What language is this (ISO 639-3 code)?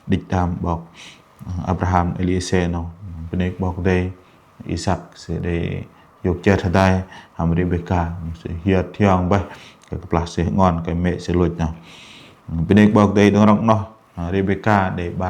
bdq